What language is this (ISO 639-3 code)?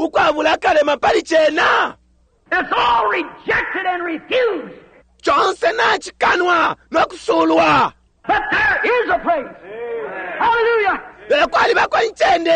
bem